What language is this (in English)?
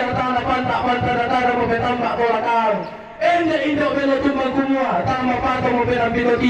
Toraja-Sa'dan